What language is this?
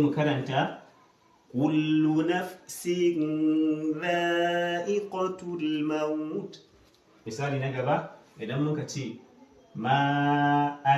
Hausa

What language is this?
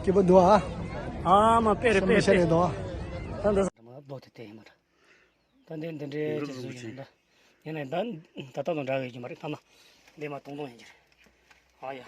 Tibetan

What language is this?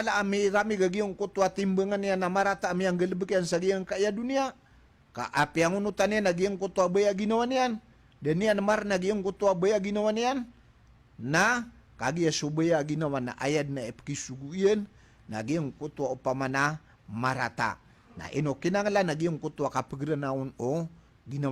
Maranao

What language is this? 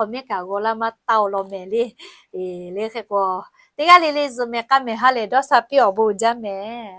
Lahu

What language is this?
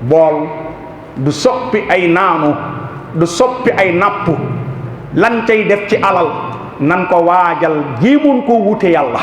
Wolof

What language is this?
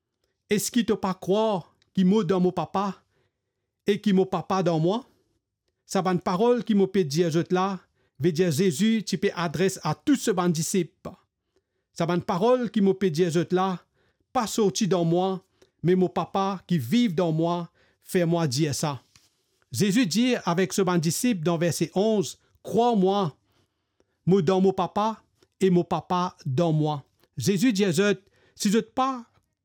Morisyen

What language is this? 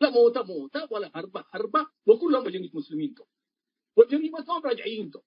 Tigre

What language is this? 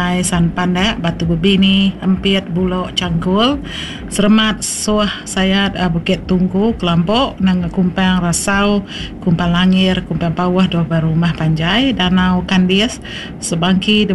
Iban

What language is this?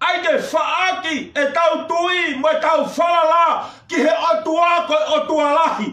Tongan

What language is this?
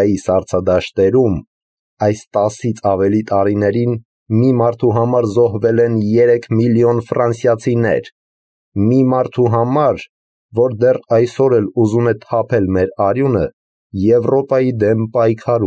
Armenian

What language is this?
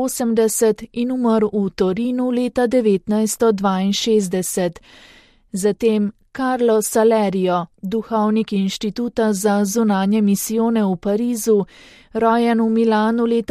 Slovenian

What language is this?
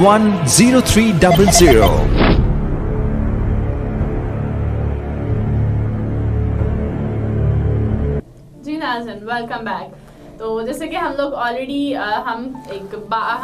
Urdu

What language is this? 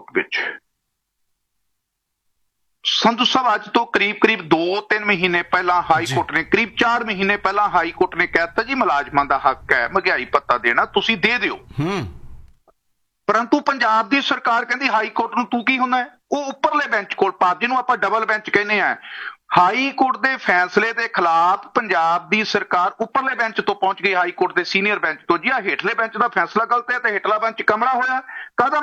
Punjabi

